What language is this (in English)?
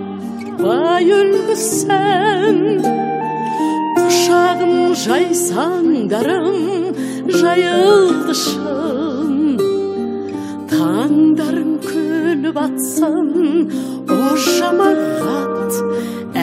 Kazakh